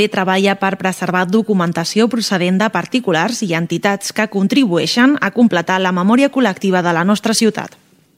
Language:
Catalan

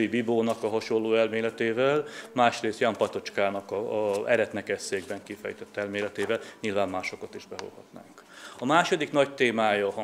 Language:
Hungarian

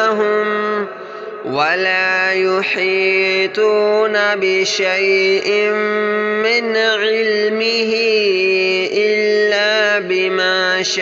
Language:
Arabic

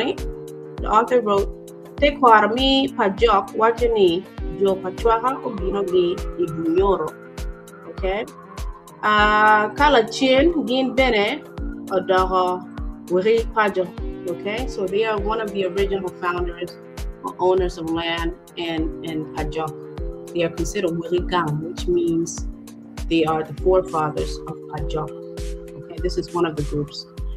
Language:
Acoli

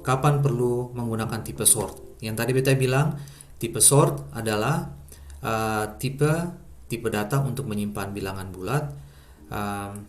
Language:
Ambonese Malay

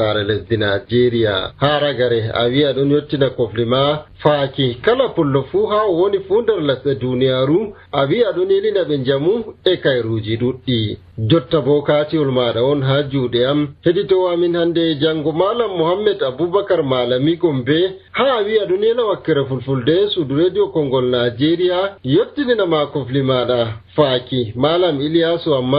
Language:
Nigerian Fulfulde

